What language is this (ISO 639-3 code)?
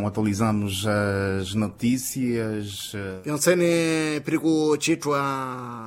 seh